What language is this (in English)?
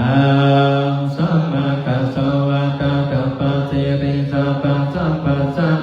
Pali